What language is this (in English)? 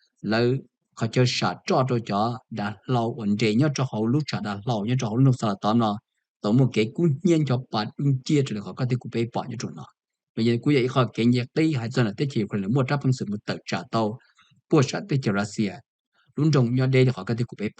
Hmong